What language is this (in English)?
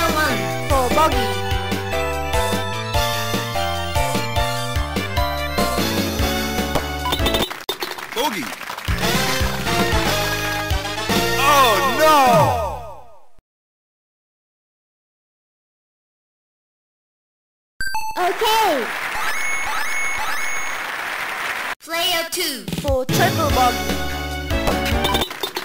English